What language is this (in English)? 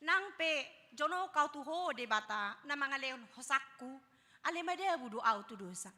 Batak Toba